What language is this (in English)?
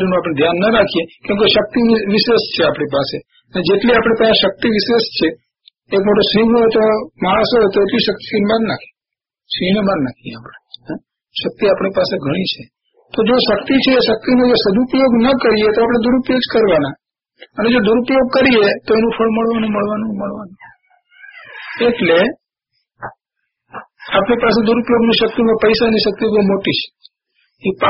Gujarati